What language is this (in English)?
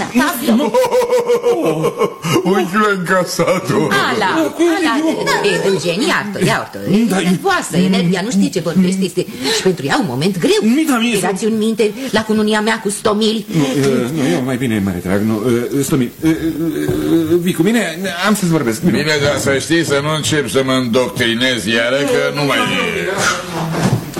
Romanian